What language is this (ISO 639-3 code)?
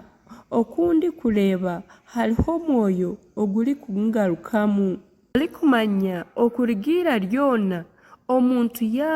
nyn